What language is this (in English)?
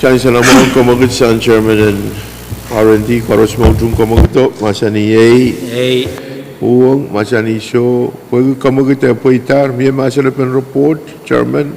Pohnpeian